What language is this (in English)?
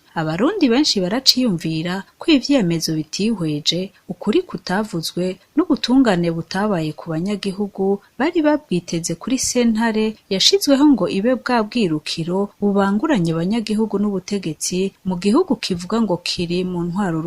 Rundi